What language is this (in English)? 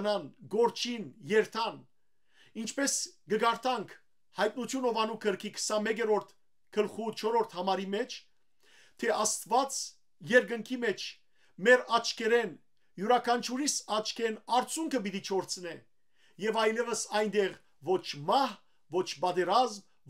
Western Armenian